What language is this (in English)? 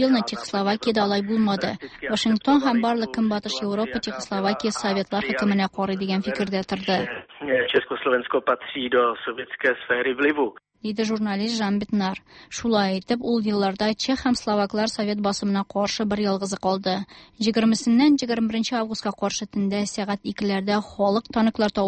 Tatar